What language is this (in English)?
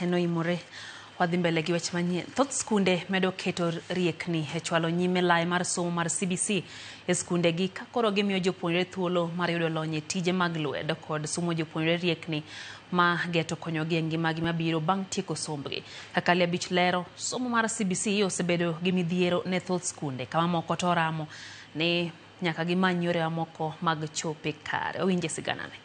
Luo (Kenya and Tanzania)